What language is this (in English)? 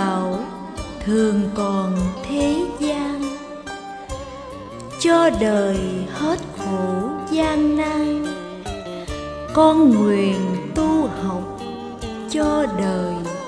Vietnamese